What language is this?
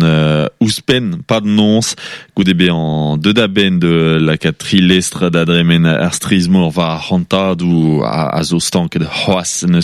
Breton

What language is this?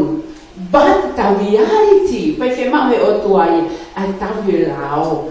Tongan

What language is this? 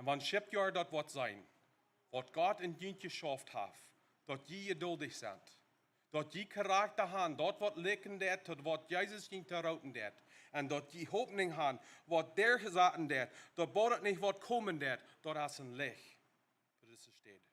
Plautdietsch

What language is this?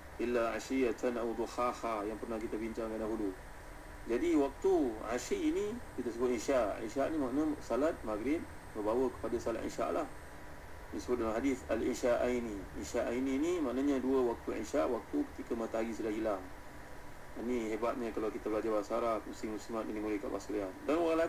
Malay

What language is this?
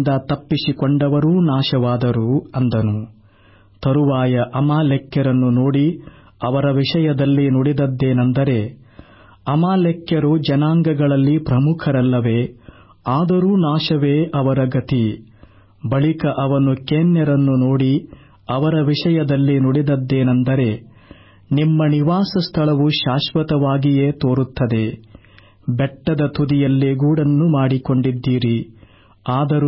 Kannada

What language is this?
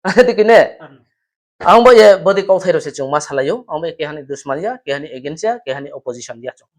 Riang (India)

